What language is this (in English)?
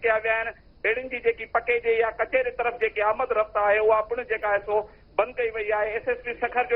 Sindhi